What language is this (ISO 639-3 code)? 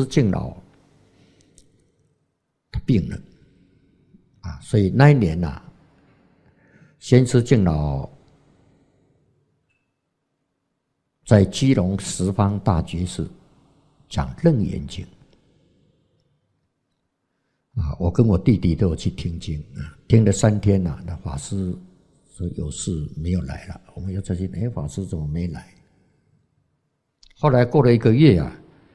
zho